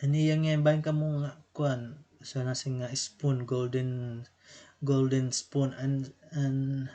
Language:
Waray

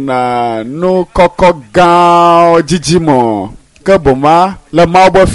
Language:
Ewe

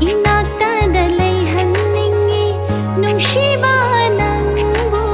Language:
Manipuri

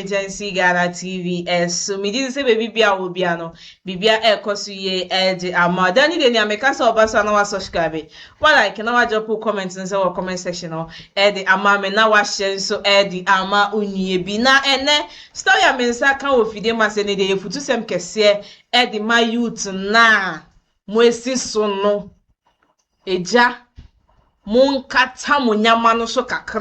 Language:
Akan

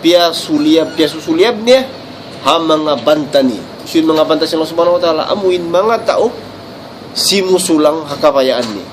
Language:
Tausug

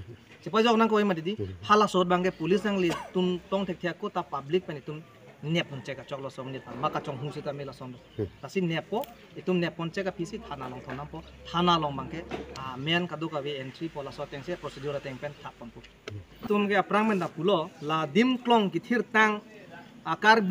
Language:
Karbi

